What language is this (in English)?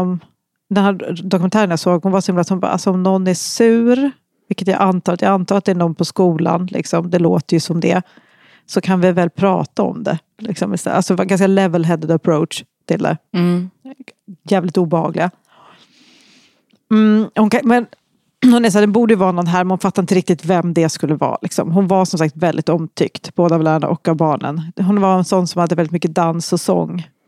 Swedish